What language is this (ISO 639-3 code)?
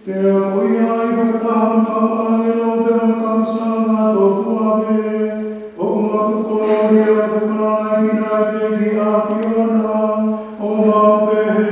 ton